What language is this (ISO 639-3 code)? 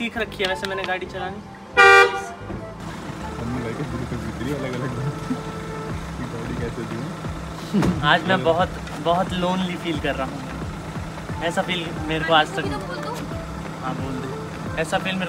hin